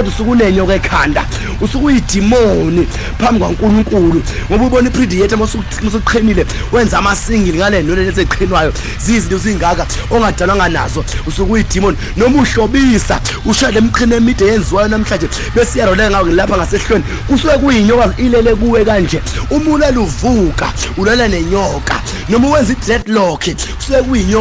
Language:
Zulu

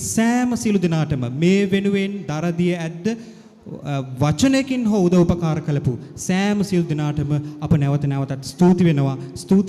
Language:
Sinhala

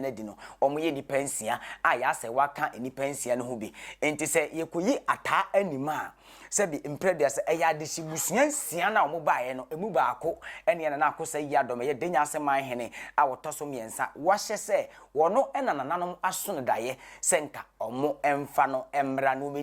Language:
Akan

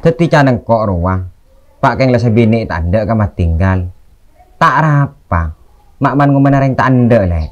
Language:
Madurese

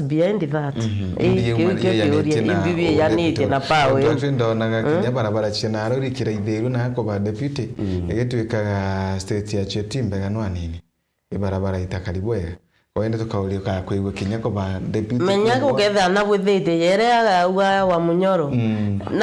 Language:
Meru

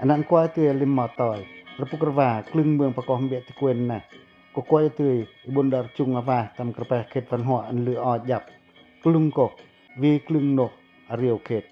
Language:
Pacoh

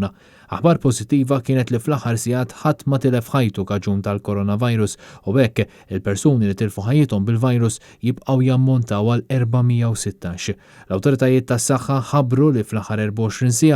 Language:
Maltese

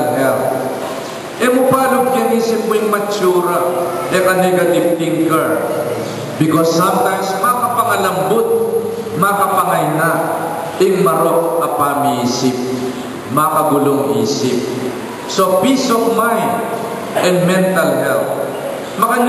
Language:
Pampanga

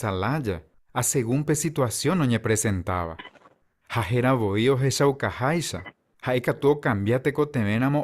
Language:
Guarani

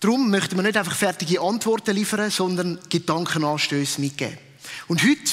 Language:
Swiss German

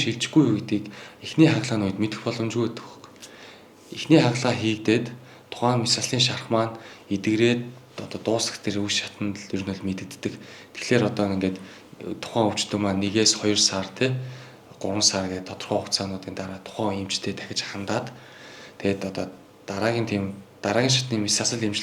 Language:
Mongolian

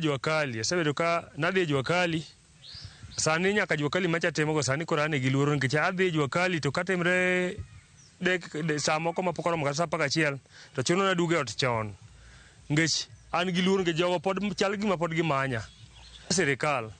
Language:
Luo (Kenya and Tanzania)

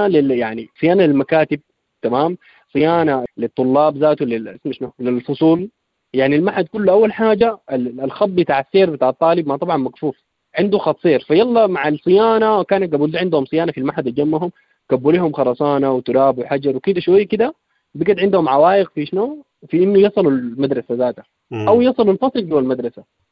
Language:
Sudanese Arabic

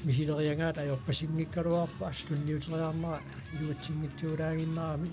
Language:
Kalaallisut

